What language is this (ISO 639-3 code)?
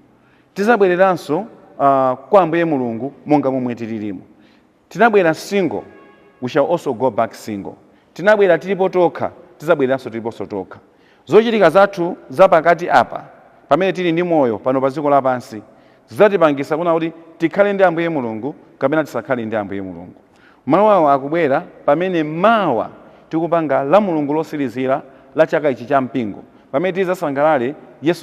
nya